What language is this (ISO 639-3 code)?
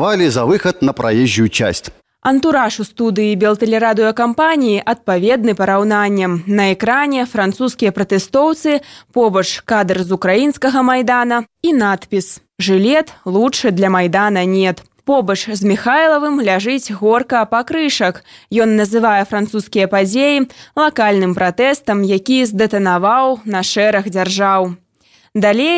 bel